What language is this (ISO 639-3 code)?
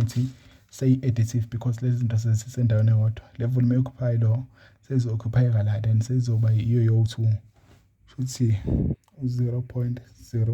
zul